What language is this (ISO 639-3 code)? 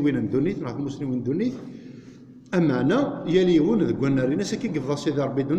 kab